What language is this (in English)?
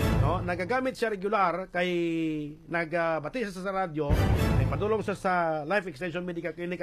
Hiligaynon